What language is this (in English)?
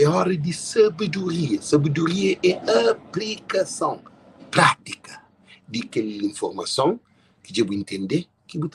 Kabuverdianu